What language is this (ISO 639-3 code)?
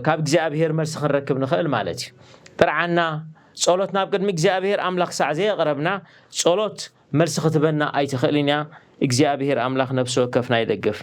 tir